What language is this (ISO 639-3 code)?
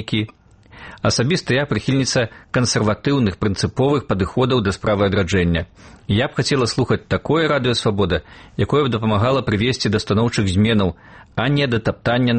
bel